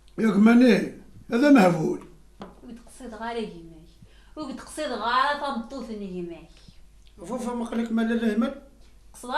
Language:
Kabyle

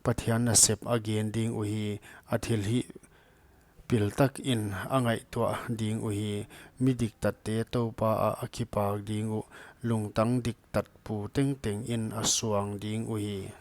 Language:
Paite Chin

